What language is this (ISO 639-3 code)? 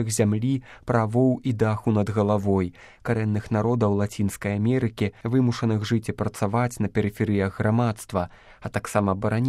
bel